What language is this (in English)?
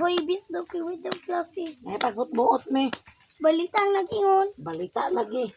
Cebuano